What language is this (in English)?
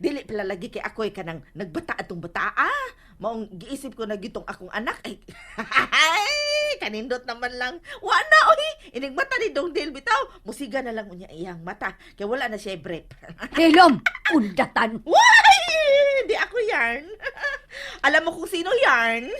Cebuano